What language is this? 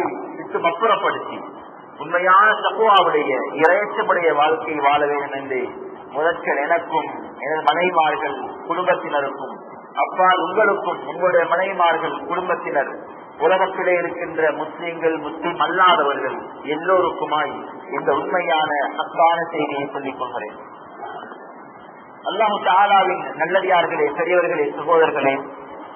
Tamil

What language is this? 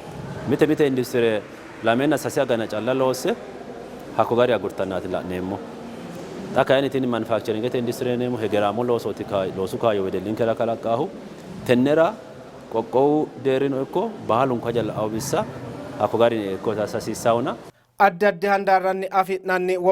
Sidamo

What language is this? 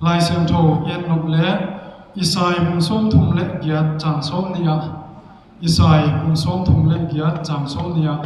Paite Chin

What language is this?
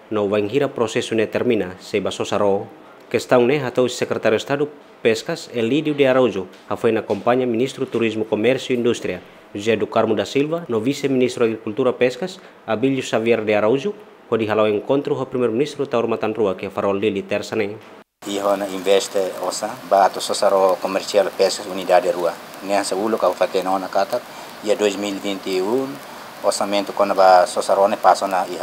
Tetum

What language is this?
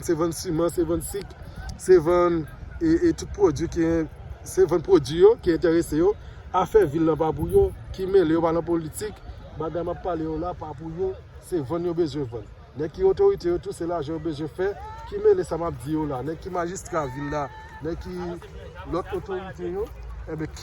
Haitian Creole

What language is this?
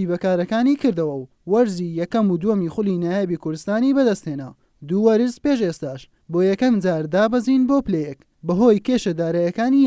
Central Kurdish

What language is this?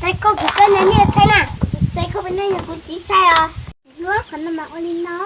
Hmong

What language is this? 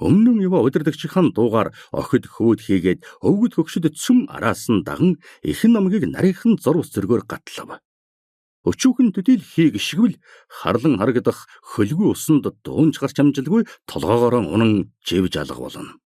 Mongolian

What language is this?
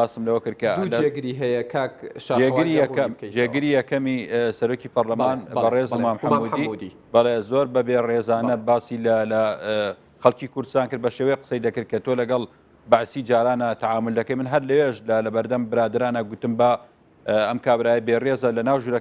Central Kurdish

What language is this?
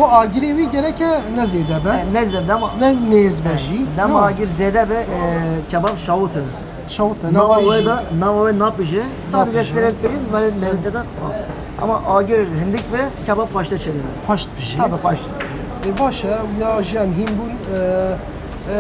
Kurdish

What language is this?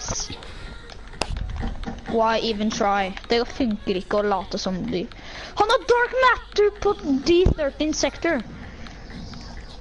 Norwegian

